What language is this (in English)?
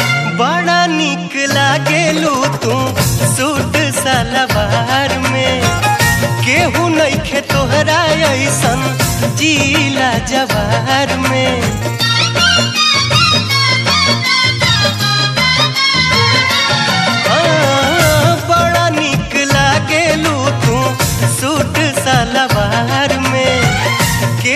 Bhojpuri